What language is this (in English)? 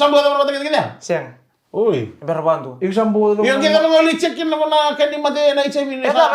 Fijian